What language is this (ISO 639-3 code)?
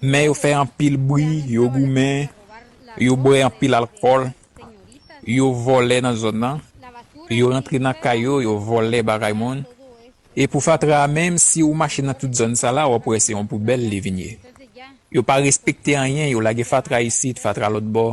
hat